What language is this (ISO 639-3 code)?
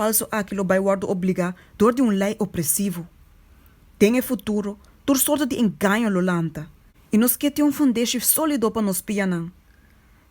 pap